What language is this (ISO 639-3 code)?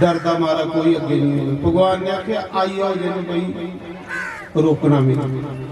doi